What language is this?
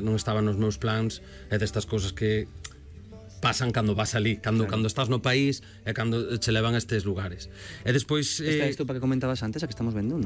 Galician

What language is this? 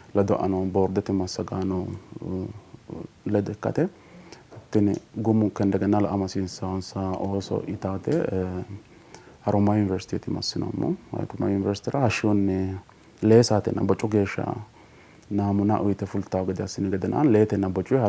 Sidamo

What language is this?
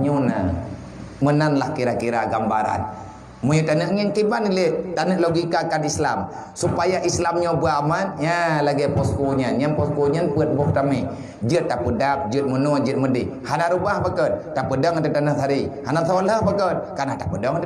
Achinese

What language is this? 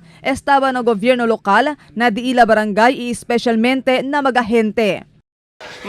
Chavacano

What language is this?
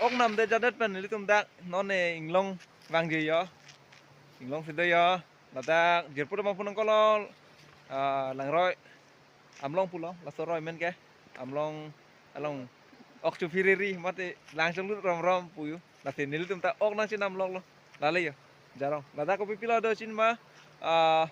Karbi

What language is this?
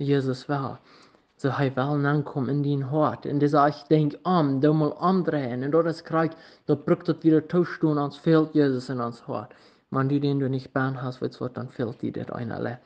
Plautdietsch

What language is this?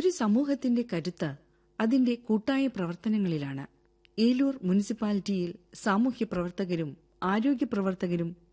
Malayalam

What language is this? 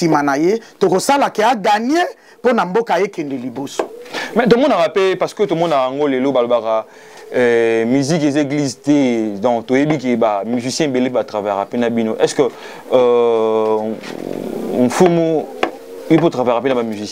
Lingala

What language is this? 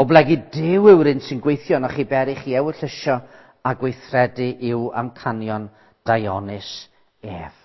Welsh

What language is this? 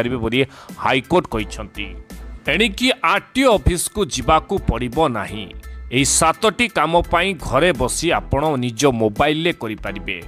Odia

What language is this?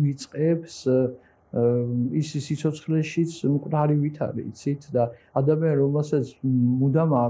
Georgian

